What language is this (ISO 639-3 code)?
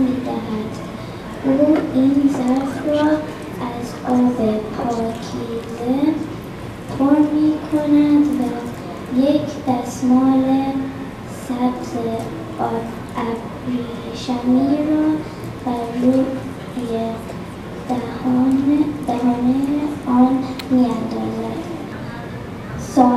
fas